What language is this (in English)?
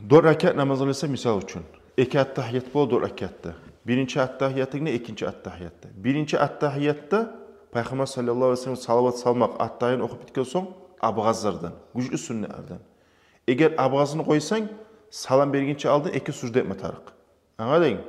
Kumyk